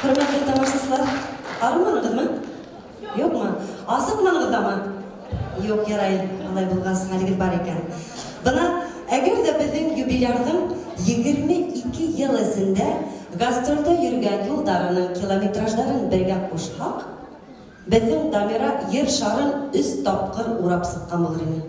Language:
Bashkir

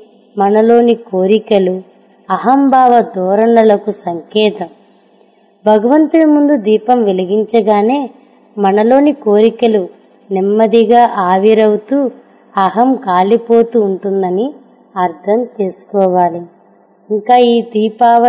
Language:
Telugu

